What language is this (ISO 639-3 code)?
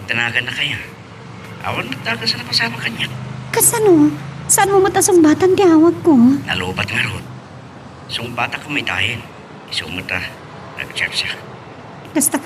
ilo